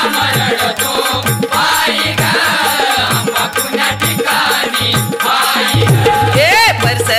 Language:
Marathi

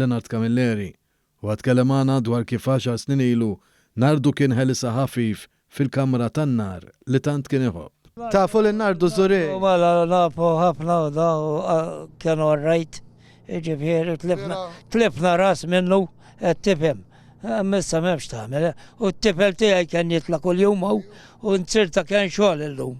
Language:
Maltese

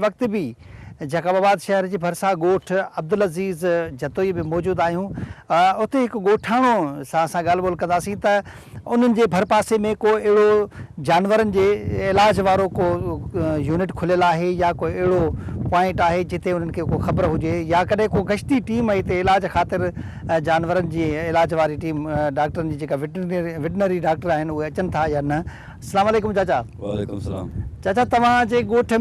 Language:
Sindhi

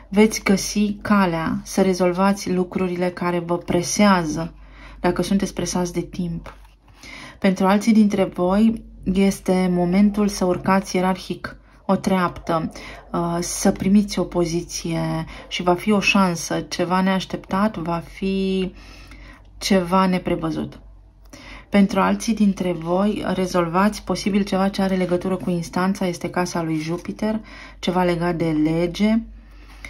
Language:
Romanian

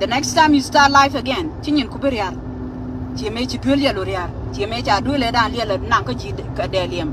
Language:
Nuer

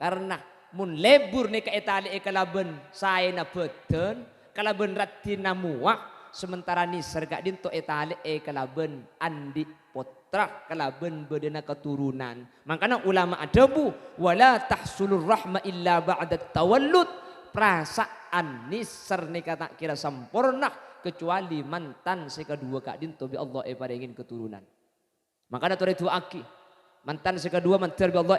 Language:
Madurese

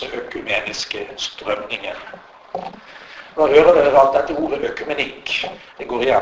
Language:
Norwegian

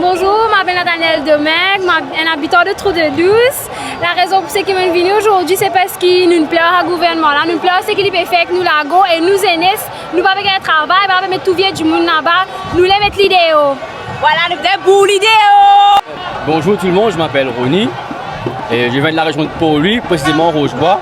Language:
Morisyen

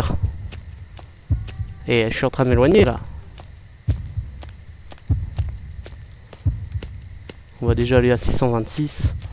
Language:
French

